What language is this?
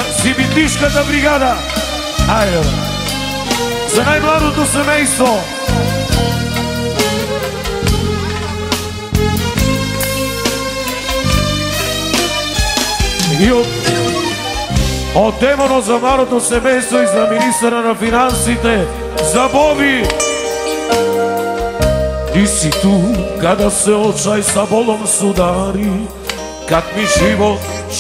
Bulgarian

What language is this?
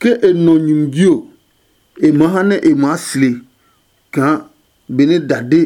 Adangme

